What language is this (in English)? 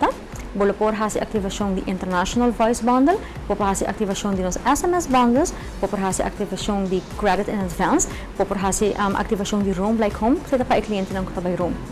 Papiamento